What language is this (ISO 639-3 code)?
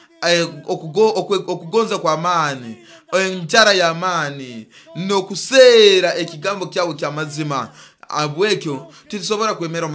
nyo